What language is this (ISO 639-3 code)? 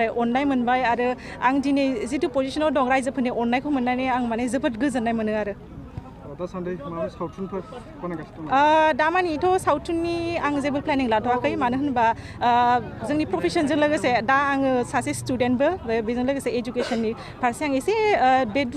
brx